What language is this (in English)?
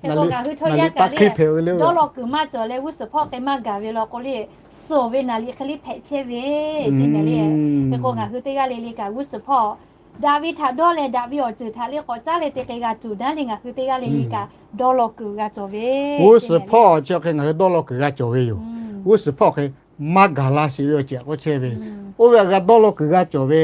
Lahu